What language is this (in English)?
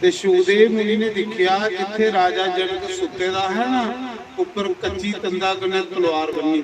Dogri